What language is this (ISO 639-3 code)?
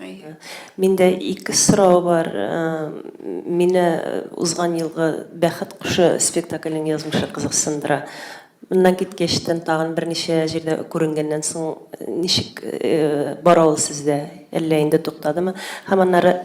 tat